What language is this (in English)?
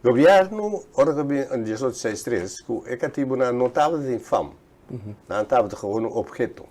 Papiamento